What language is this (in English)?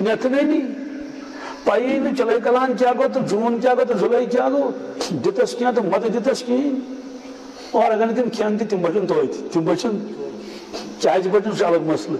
Kashmiri